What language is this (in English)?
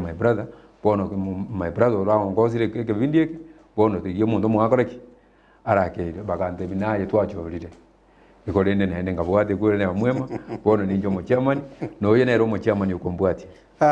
Gusii